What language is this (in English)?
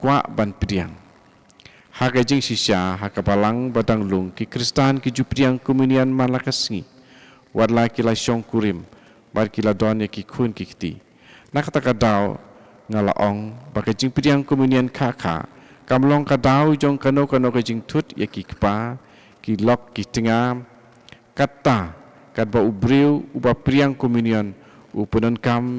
Khasi